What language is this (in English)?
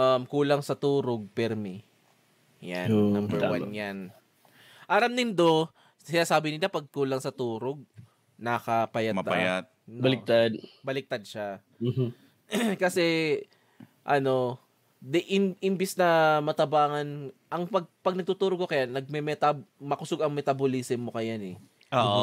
Bikol